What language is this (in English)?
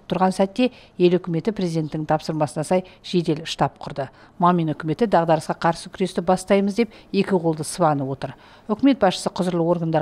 Kazakh